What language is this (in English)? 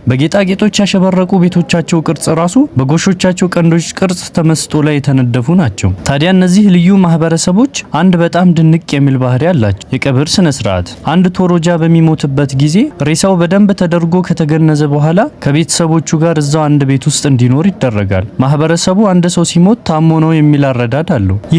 Amharic